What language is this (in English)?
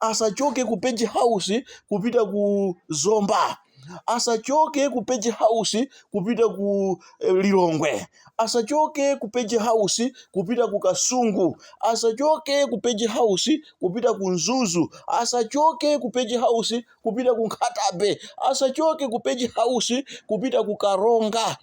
Nyanja